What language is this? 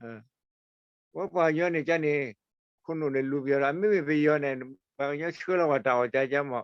S'gaw Karen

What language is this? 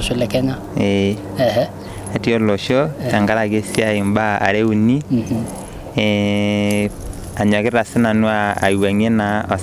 Masai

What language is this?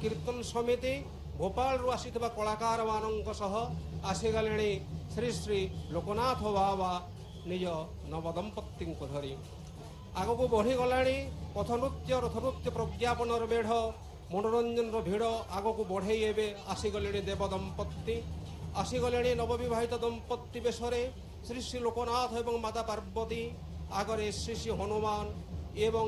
Odia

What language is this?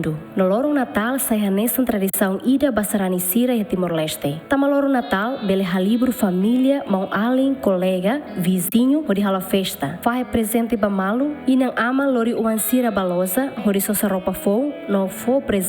Tetum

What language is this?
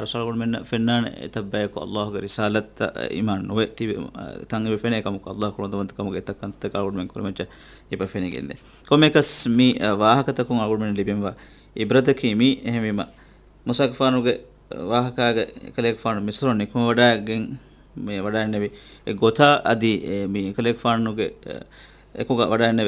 Divehi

